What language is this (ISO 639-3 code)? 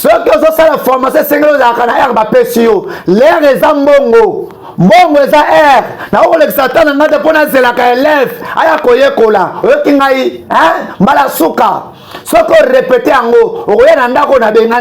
lin